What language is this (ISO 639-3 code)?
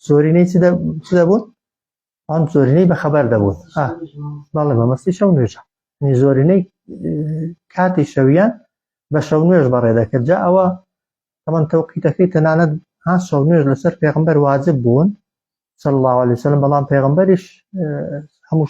ckb